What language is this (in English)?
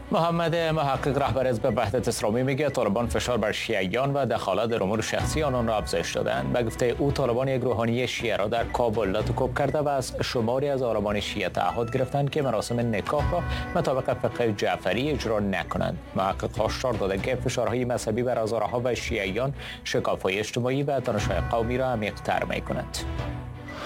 Persian